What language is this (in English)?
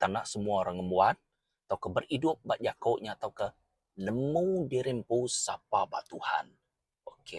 Iban